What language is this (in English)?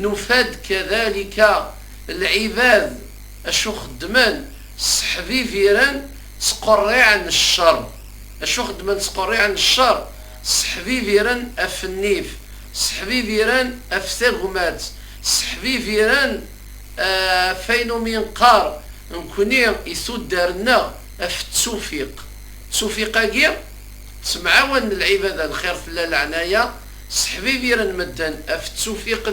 Kabyle